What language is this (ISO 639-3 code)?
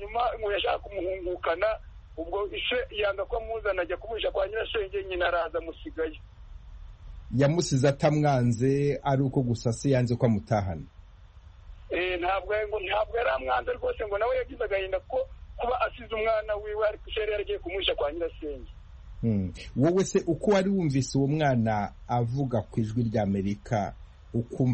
kin